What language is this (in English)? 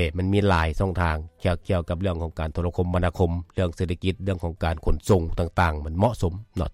Lao